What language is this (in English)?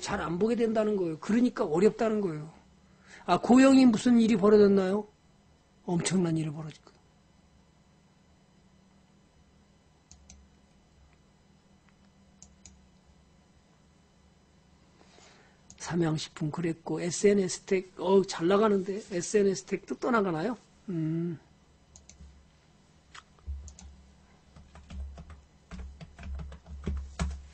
Korean